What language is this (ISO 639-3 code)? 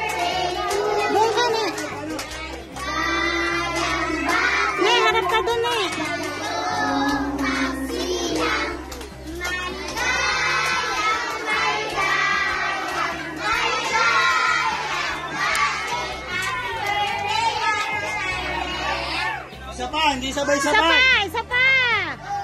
fil